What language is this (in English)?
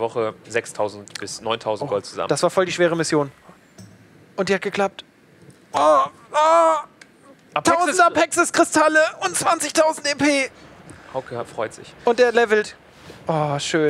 German